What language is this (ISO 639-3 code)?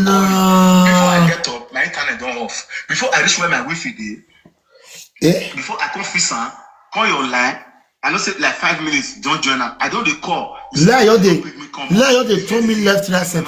pcm